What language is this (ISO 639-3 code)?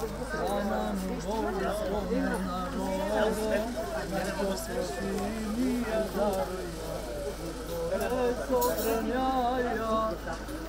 bul